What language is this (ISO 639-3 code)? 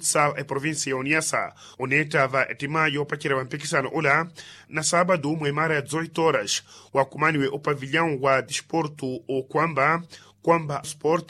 vmw